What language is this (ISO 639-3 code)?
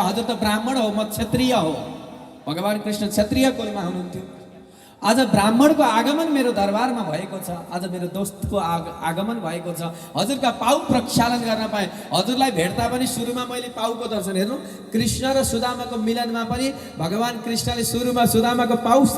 nep